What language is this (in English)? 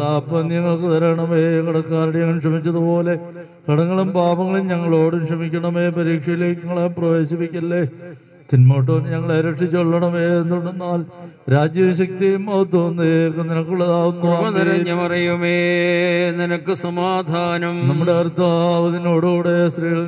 Malayalam